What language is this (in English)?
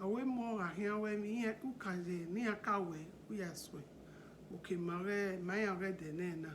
Bini